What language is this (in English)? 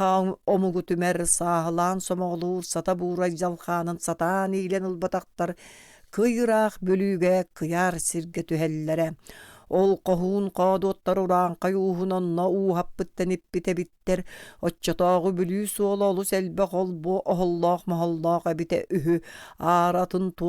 Yakut